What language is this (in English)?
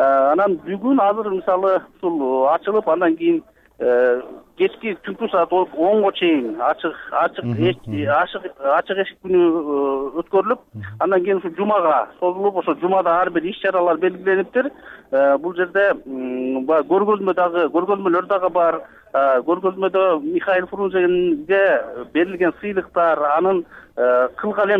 Kyrgyz